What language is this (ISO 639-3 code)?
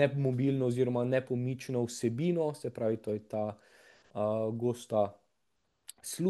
slv